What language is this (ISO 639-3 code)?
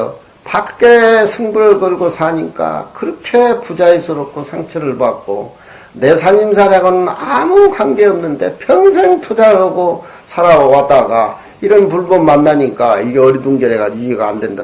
kor